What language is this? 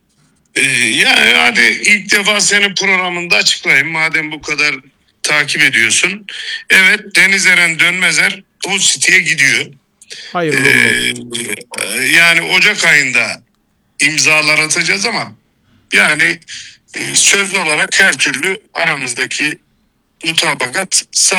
Turkish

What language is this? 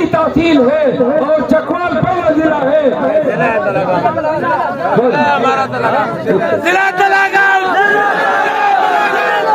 Urdu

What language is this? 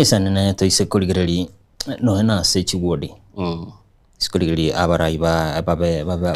Gusii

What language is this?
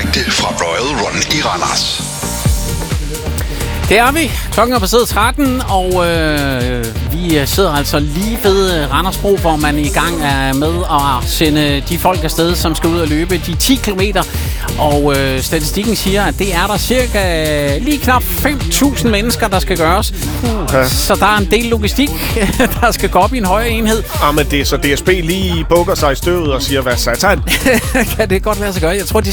Danish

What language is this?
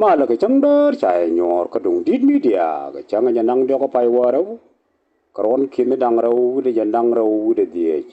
Nuer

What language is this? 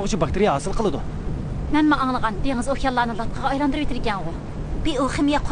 Uyghur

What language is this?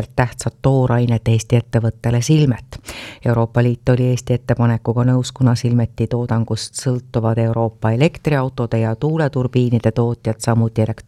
Estonian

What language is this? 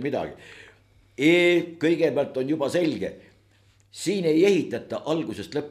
Estonian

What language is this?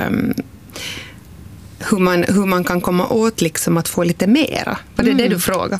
Swedish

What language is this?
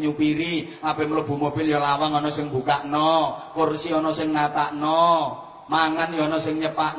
Javanese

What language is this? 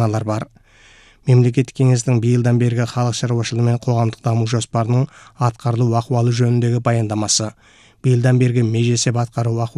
Kazakh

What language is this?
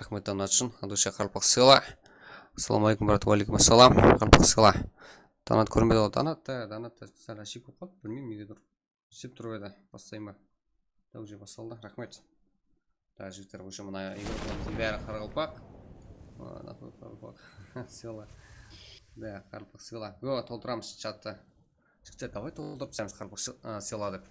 Kara-Kalpak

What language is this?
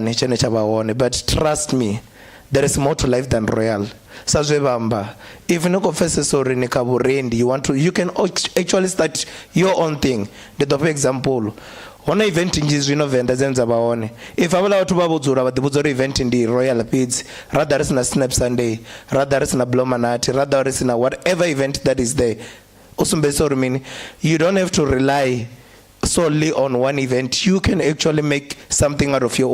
Venda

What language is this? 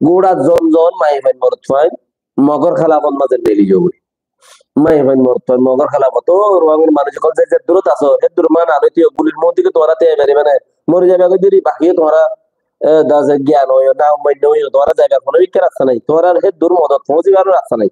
Rohingya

